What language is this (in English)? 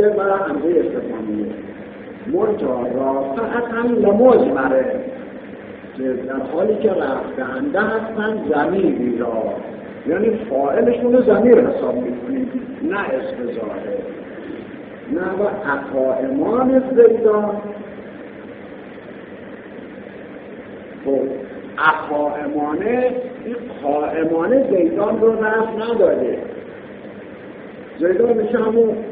Persian